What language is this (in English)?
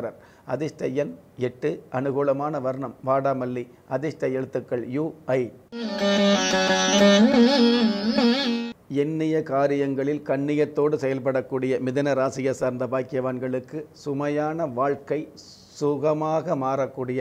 Tamil